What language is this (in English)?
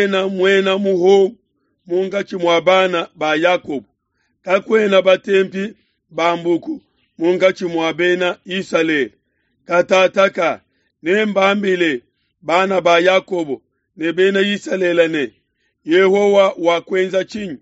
Luba-Lulua